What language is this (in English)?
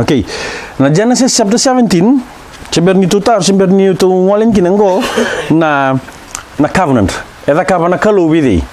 Fijian